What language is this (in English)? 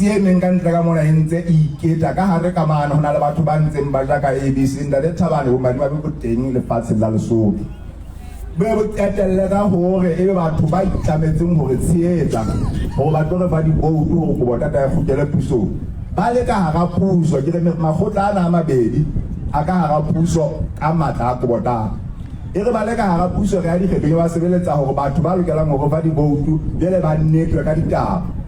Southern Sotho